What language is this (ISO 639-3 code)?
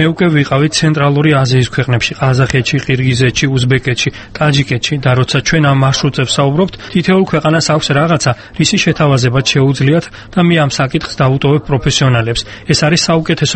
kat